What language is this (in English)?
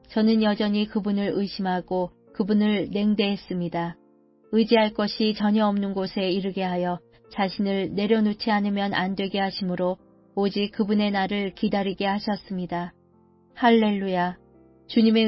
Korean